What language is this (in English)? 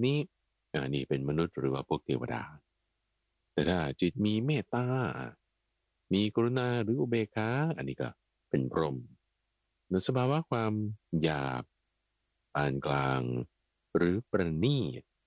Thai